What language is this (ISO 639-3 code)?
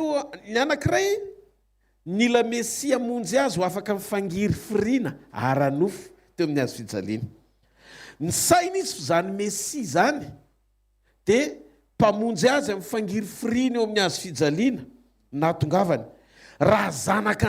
mlg